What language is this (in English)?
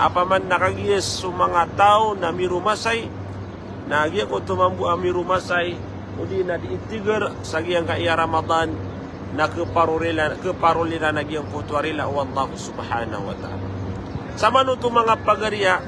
Maranao